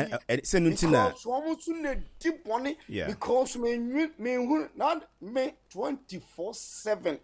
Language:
Akan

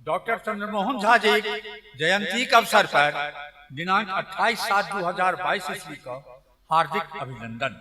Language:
Maithili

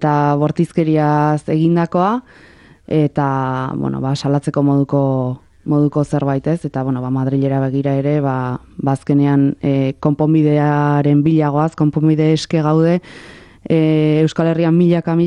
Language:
Basque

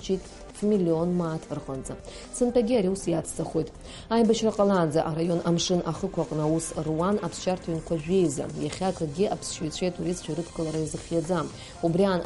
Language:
Abkhazian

